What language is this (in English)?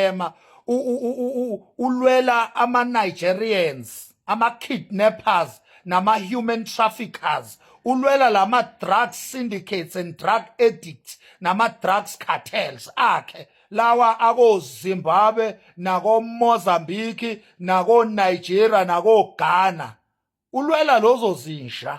Zulu